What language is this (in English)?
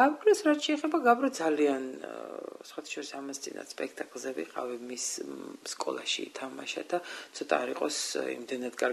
Georgian